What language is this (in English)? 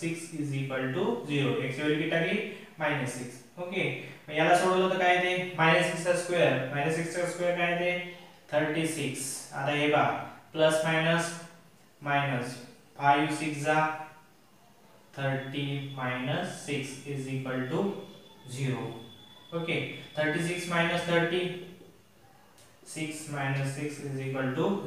Marathi